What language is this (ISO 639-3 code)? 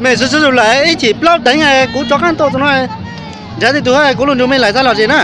hmn